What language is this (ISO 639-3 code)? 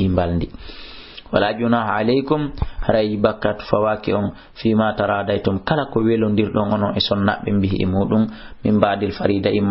ful